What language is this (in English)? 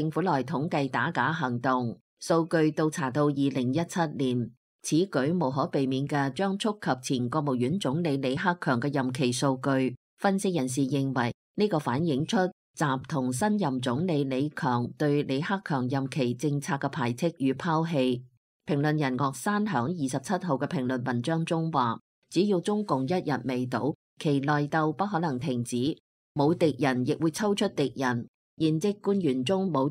Cantonese